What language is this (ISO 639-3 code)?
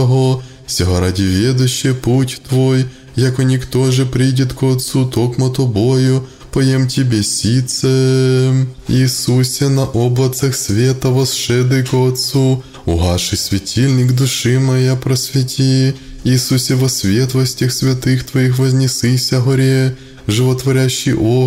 chu